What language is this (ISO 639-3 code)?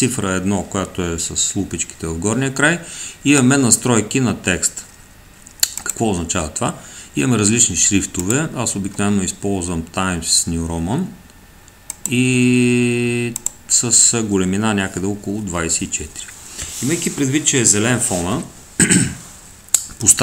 bul